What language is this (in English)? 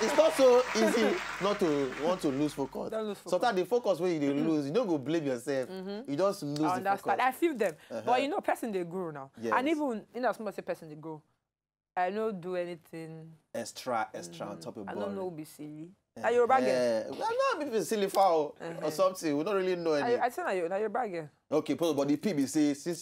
Nigerian Pidgin